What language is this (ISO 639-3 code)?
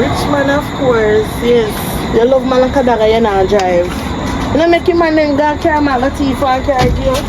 jam